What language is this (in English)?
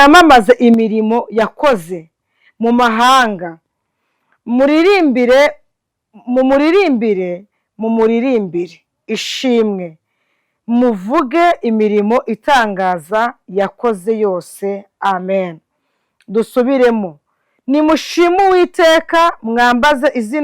Kinyarwanda